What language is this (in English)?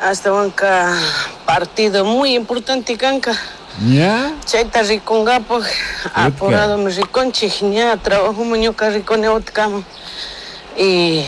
Chimborazo Highland Quichua